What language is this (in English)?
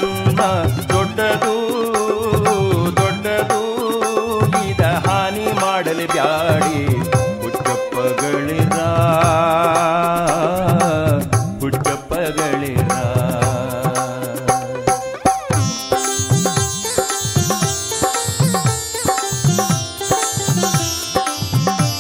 Kannada